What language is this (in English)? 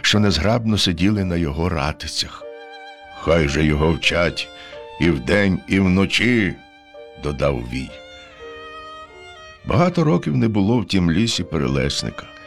Ukrainian